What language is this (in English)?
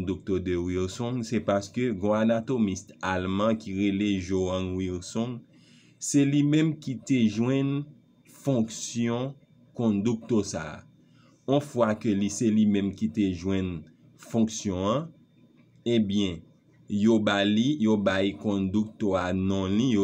Haitian Creole